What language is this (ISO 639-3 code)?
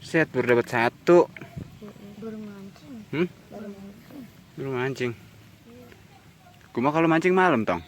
bew